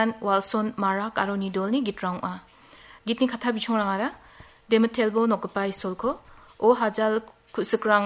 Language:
Garo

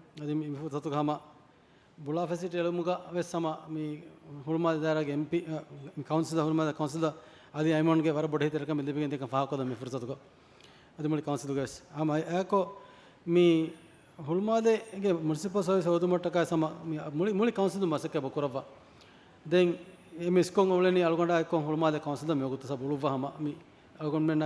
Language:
Divehi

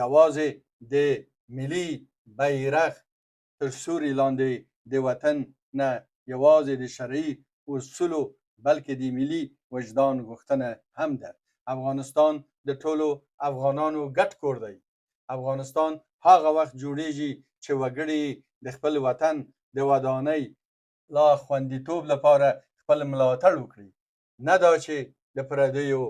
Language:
Pashto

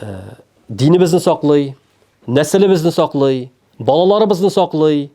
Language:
Tatar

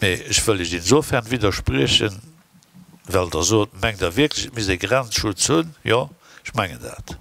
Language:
Luxembourgish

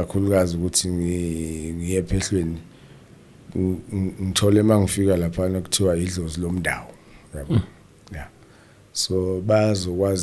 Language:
Zulu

